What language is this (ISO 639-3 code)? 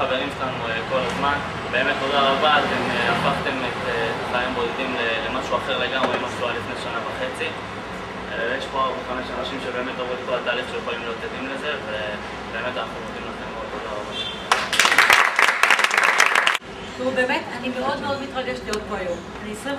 heb